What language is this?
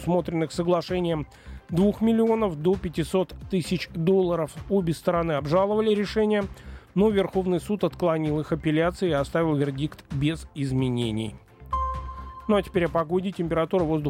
Russian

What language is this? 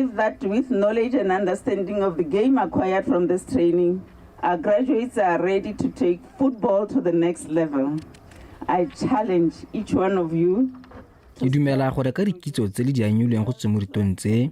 Tswana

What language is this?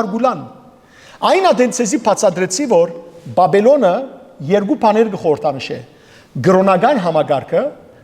Western Armenian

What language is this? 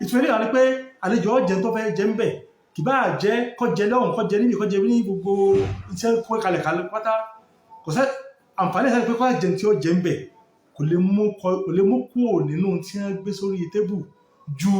Yoruba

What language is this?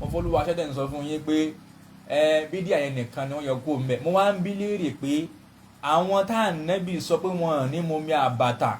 Yoruba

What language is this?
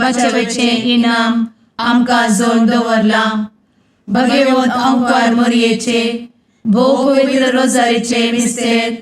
Konkani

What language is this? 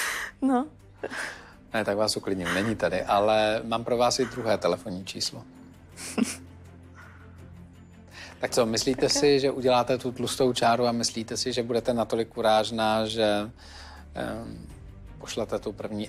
Czech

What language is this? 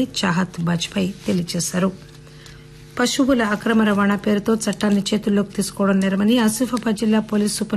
Telugu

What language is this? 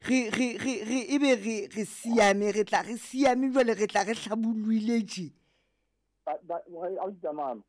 Southern Sotho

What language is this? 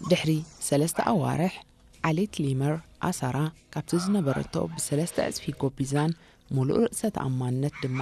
Tigrinya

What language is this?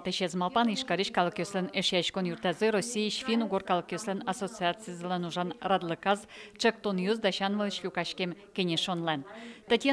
Udmurt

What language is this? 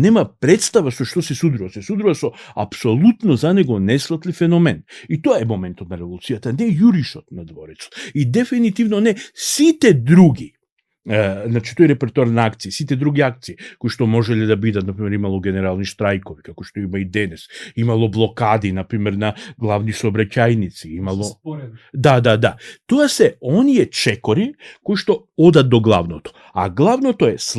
Macedonian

